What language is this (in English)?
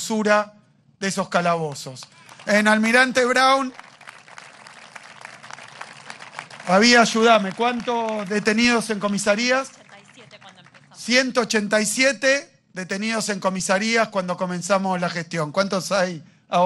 Spanish